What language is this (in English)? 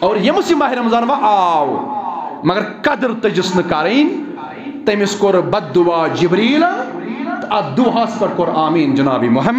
Kashmiri